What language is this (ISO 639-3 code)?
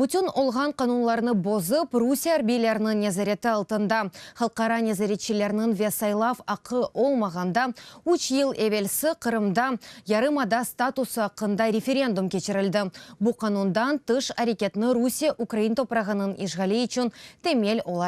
crh